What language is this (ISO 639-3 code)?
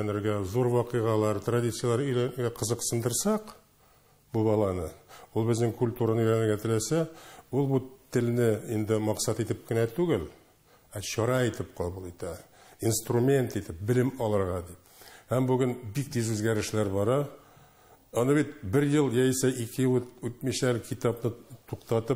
tat